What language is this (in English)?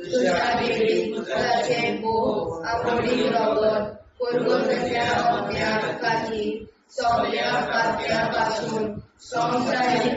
Konkani